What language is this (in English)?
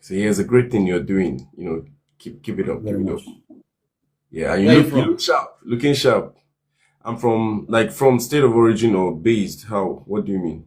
Nigerian Pidgin